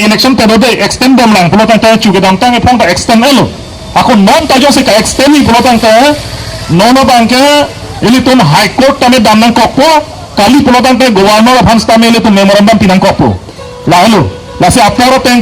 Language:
Karbi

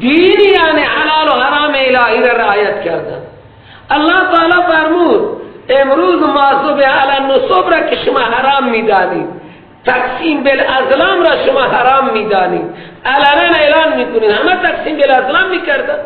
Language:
Persian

